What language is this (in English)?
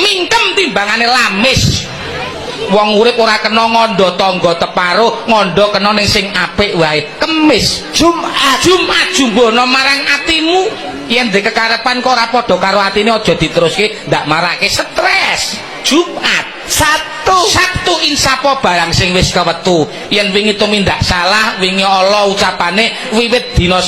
Javanese